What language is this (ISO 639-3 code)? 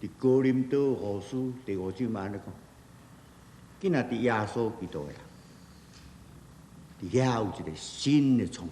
nan